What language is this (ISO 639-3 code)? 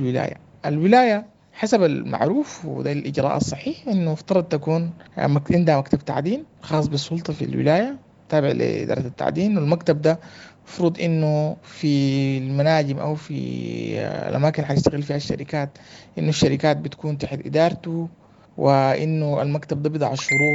apd